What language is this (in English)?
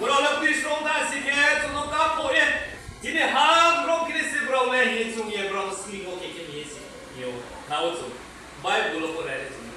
Riang (India)